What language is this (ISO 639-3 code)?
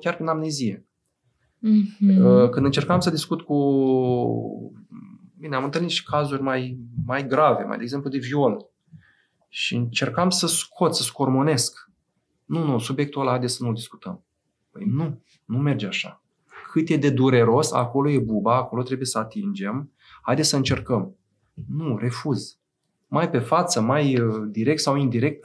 ron